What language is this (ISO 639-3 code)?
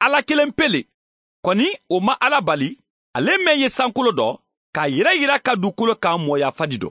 man